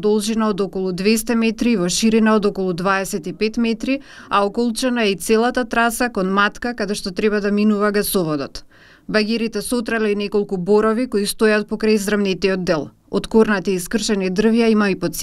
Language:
Macedonian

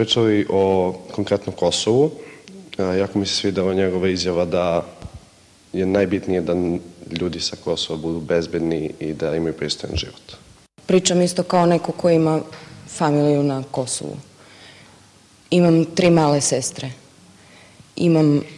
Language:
Serbian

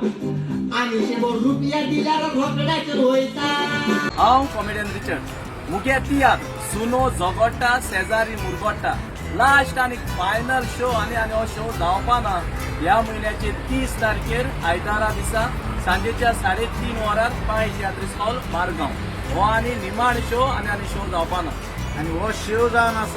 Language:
Konkani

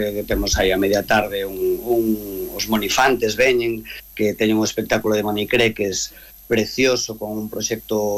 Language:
Galician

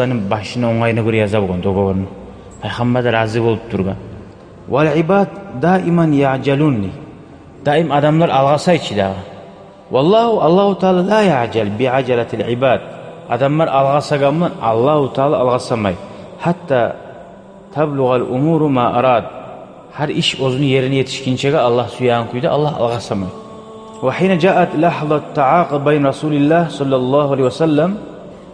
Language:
Kumyk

